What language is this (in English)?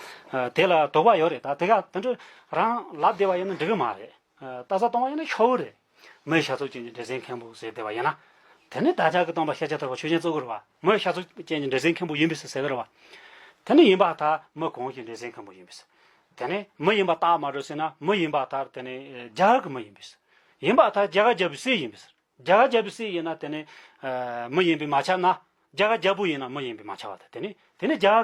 Tibetan